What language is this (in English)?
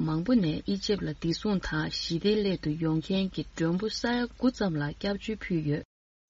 Tibetan